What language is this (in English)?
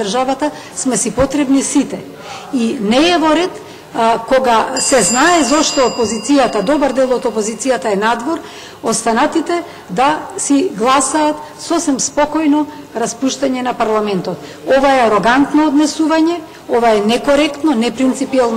Macedonian